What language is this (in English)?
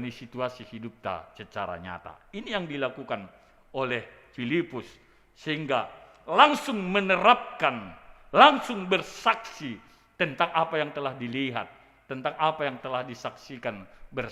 Batak Simalungun